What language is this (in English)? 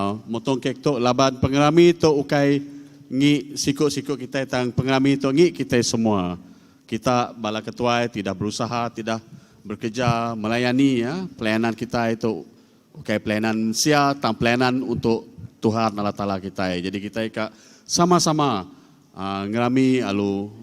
Iban